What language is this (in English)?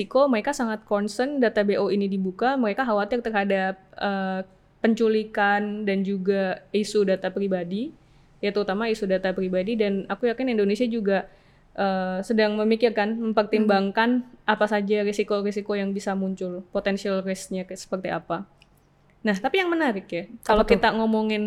Indonesian